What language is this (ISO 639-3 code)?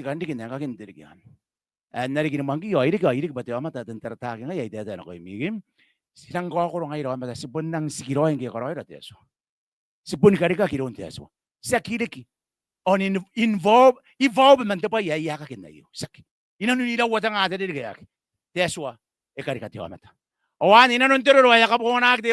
gil